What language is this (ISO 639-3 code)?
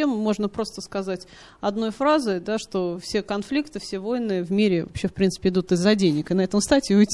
rus